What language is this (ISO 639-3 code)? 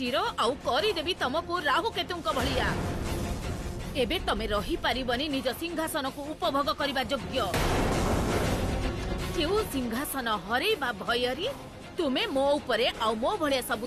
ori